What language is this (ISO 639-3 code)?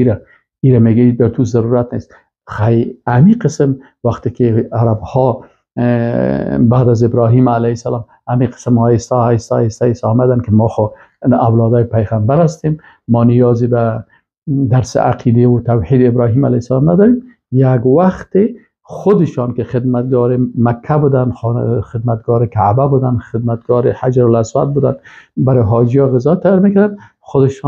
fas